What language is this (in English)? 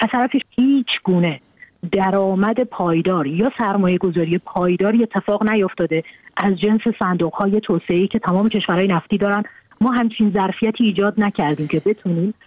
Persian